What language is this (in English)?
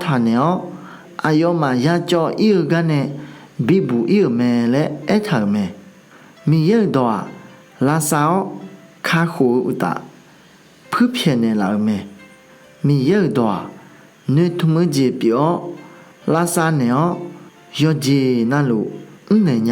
Akha